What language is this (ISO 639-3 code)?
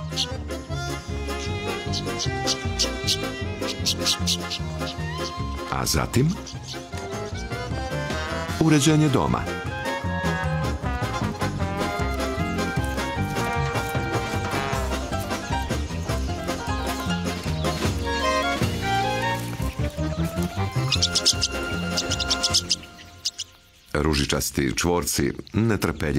hrv